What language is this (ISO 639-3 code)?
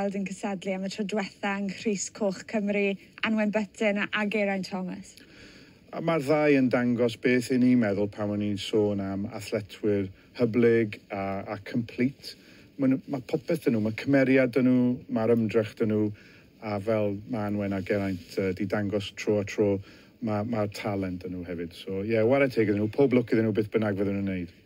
cym